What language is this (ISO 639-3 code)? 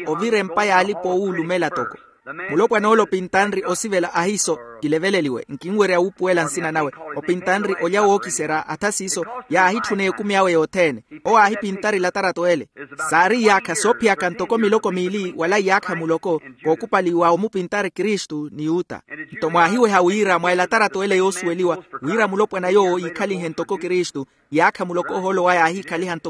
vmw